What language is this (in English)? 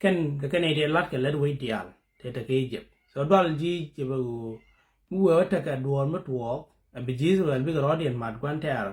Nuer